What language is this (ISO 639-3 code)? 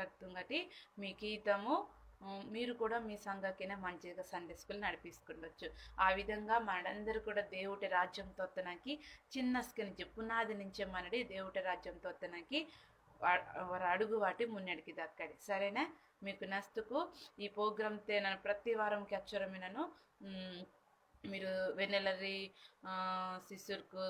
kff